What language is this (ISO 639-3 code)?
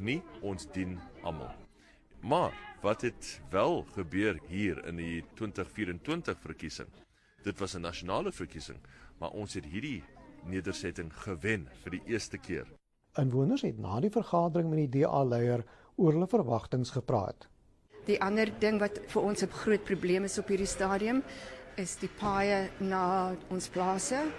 afr